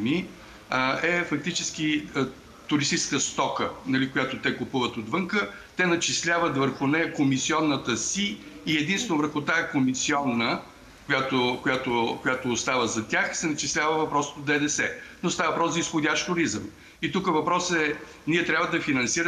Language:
Bulgarian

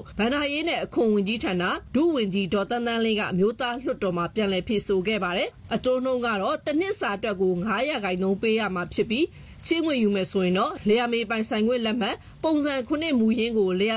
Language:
Burmese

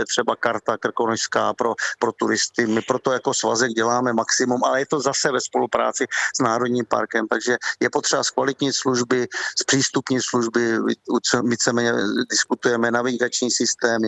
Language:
Czech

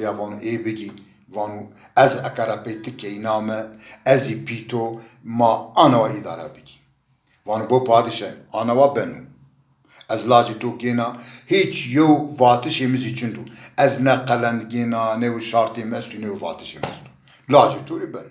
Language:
Zaza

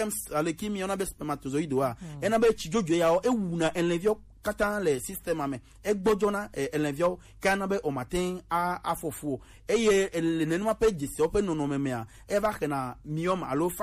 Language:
Gen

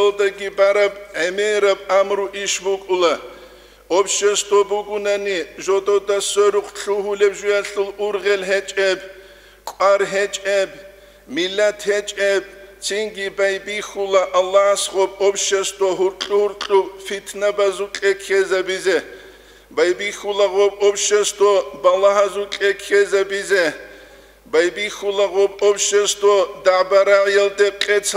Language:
Avaric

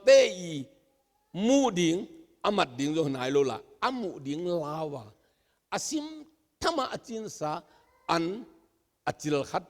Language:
Tedim Chin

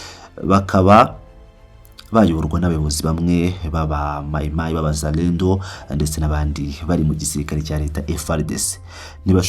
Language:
Kinyarwanda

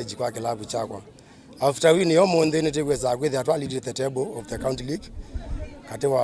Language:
Kamba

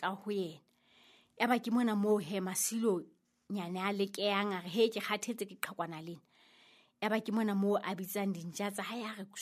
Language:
Southern Sotho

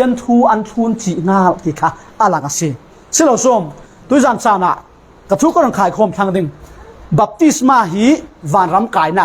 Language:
Falam Chin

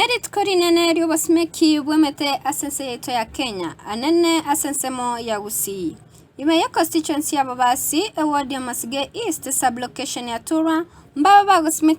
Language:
Gusii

